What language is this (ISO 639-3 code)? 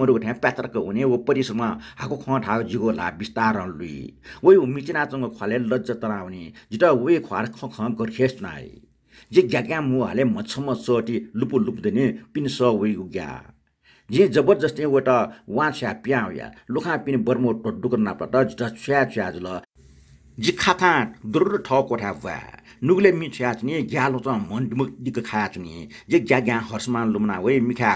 new